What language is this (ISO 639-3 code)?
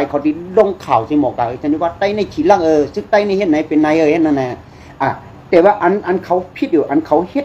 shn